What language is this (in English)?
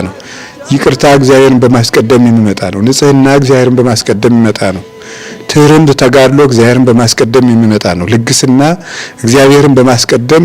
Amharic